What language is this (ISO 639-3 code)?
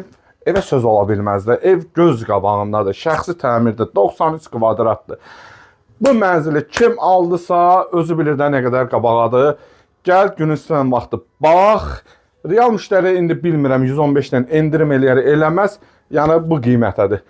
aze